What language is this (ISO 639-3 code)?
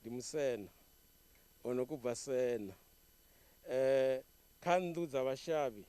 ven